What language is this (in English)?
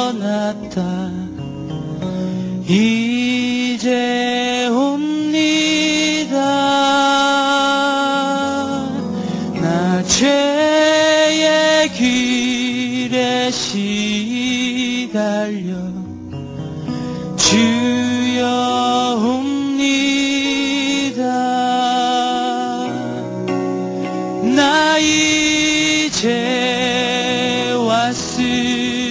Korean